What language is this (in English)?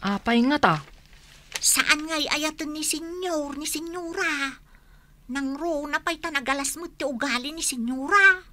Iloko